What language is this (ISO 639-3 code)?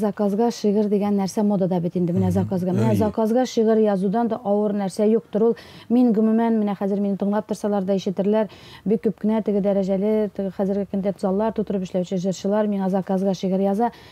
tat